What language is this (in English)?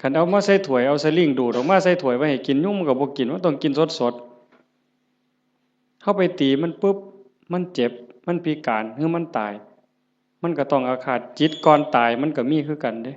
Northeastern Thai